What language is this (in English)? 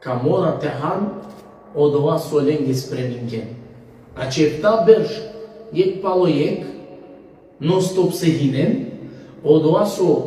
Balkan Romani